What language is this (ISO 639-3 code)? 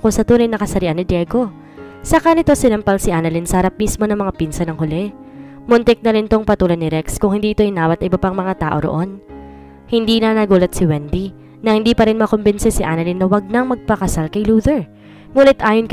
fil